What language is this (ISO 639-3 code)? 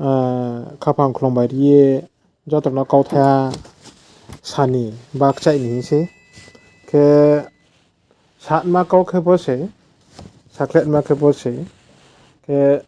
ria